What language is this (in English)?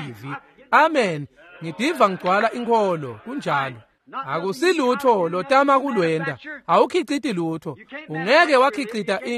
Swati